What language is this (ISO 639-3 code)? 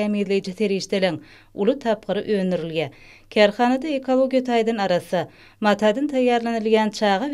tuk